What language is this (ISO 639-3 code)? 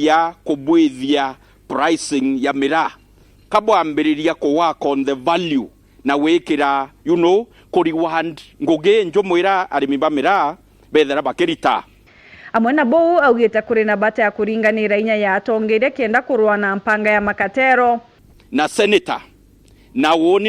mer